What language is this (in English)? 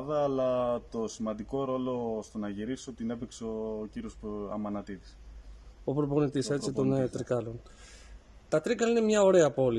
Greek